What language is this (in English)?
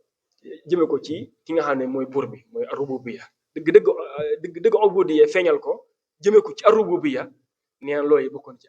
Wolof